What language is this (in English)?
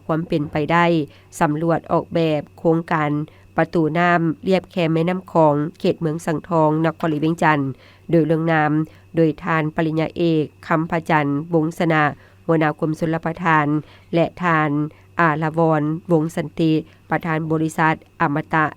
Lao